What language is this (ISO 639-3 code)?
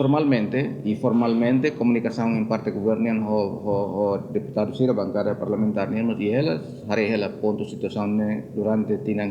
tet